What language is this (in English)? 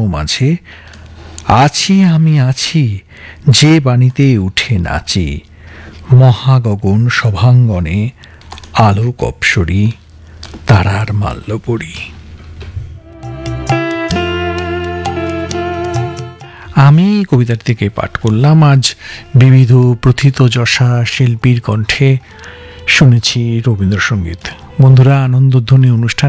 Bangla